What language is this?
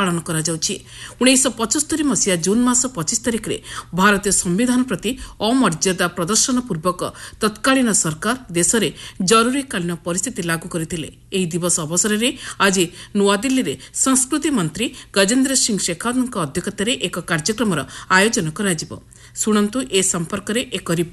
Odia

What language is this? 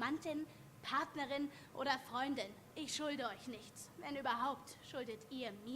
Swiss German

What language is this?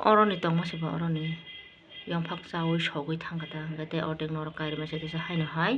Kok Borok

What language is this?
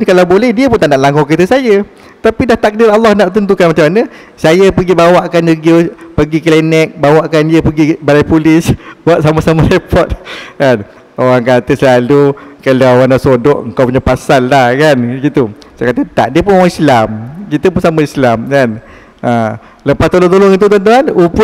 Malay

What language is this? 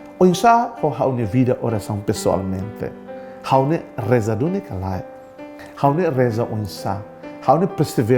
Tetum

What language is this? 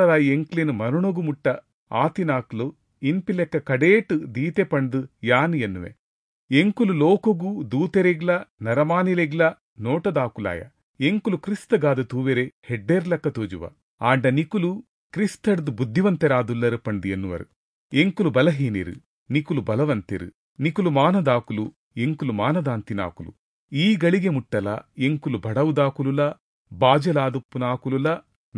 Tulu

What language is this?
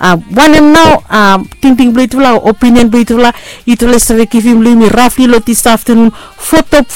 Bislama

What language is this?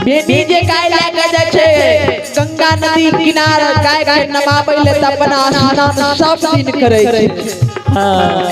Maithili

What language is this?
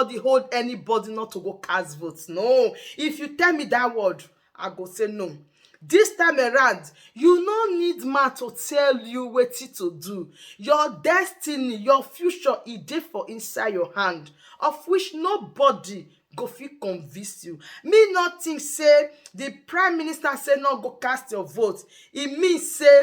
Nigerian Pidgin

